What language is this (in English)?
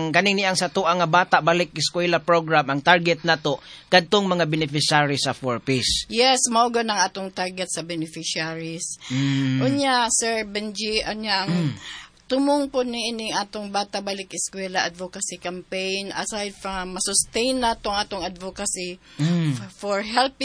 Cebuano